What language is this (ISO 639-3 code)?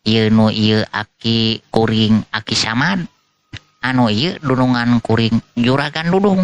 sun